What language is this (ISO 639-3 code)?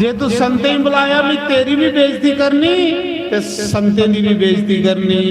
doi